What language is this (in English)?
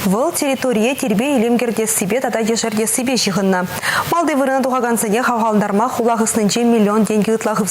Chuvash